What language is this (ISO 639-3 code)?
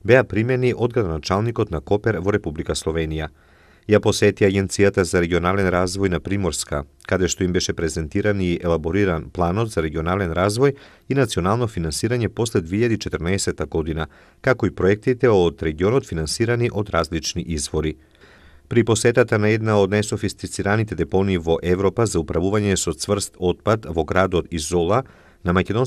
mkd